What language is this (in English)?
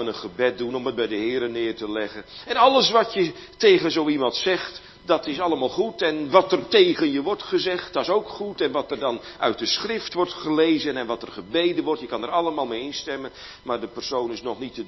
Dutch